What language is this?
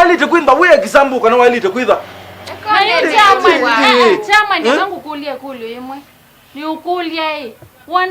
Kamba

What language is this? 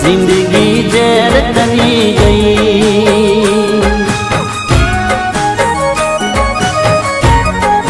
Gujarati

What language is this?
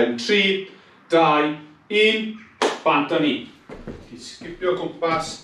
Welsh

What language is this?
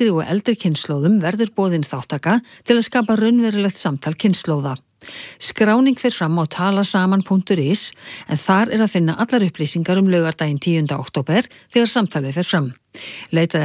Icelandic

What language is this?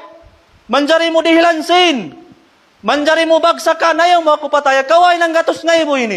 Tausug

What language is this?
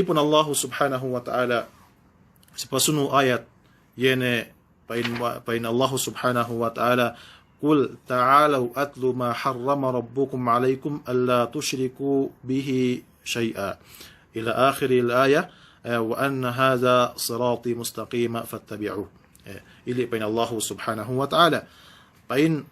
Yakan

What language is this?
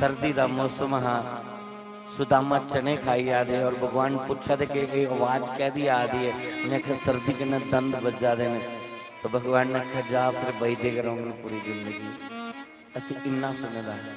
Dogri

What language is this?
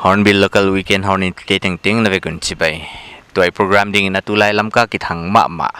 Paite Chin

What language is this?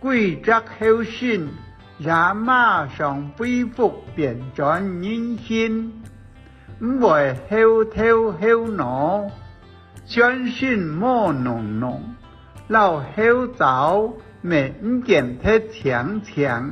Hakka Chinese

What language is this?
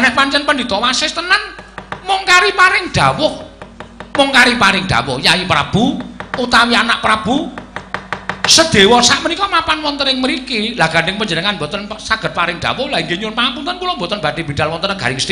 Javanese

